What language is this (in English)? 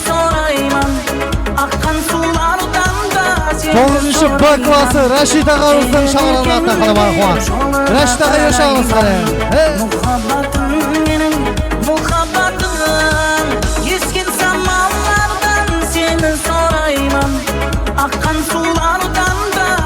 Kara-Kalpak